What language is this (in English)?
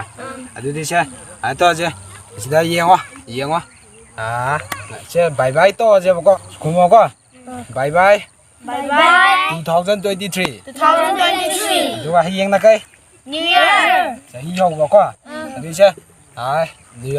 Manipuri